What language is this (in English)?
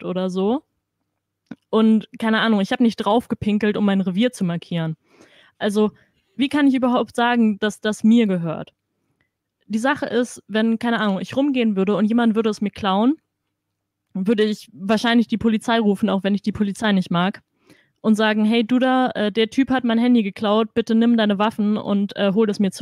German